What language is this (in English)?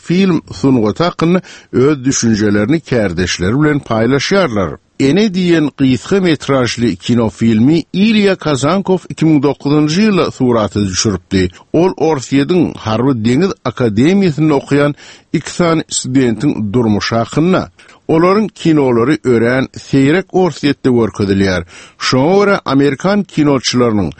Turkmen